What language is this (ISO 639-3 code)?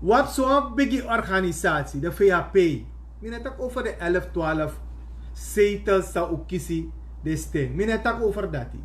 srn